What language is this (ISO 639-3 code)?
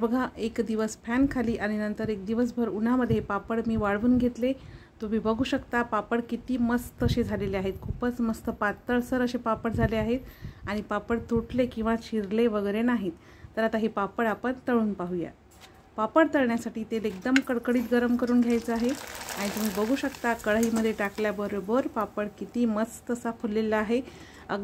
mar